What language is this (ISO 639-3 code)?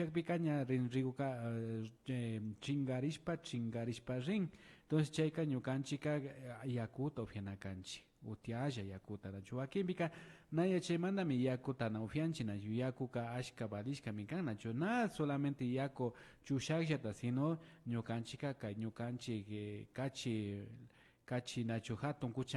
qvi